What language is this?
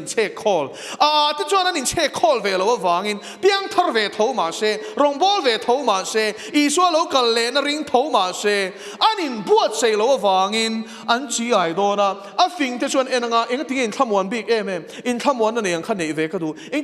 Mizo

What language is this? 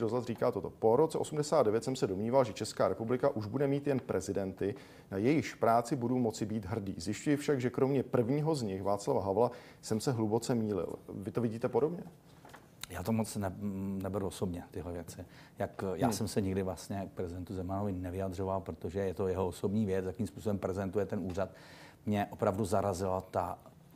Czech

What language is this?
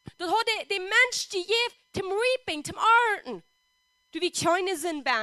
Plautdietsch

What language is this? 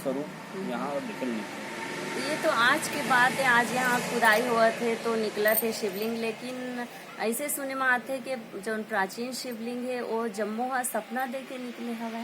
Chhattisgarhi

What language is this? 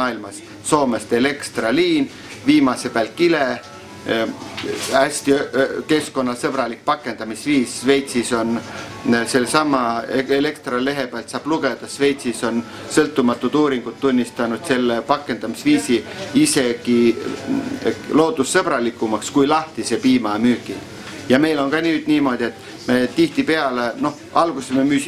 Estonian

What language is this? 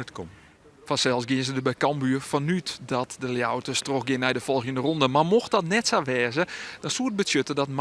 Western Frisian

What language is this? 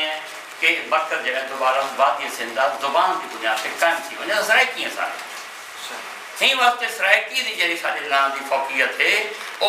Saraiki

